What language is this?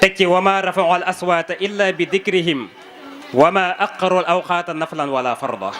Wolof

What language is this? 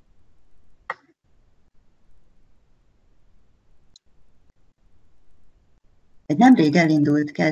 Hungarian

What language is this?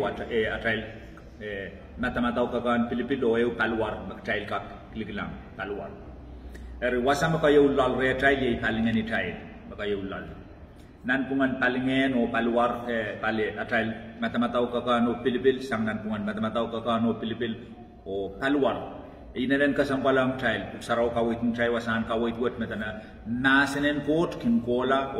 Pohnpeian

